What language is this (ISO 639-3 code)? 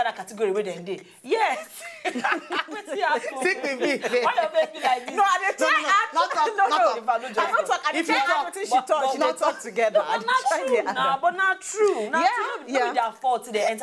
pcm